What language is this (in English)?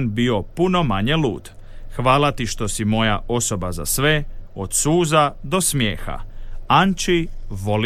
Croatian